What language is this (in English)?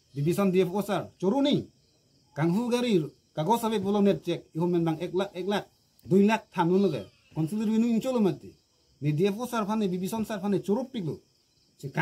Karbi